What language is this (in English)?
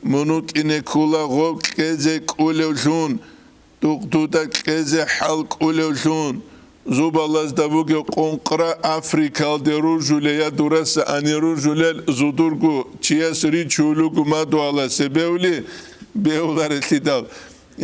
Avaric